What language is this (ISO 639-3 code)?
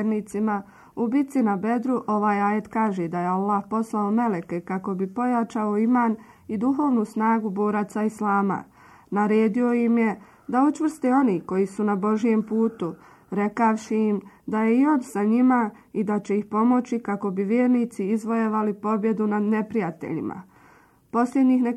bos